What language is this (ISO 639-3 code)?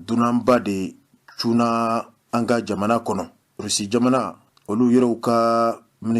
bam